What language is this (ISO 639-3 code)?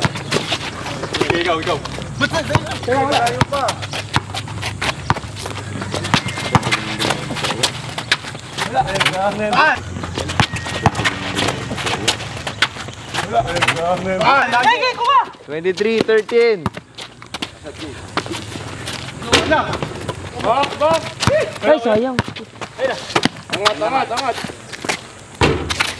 fil